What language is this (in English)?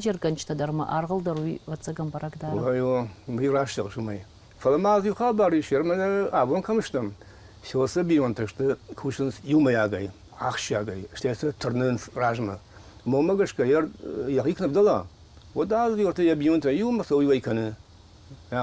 Ossetic